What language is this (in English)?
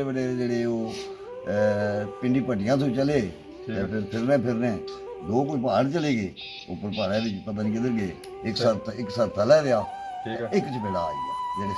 Pahari-Potwari